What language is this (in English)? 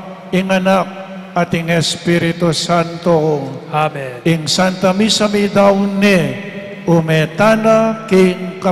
Pampanga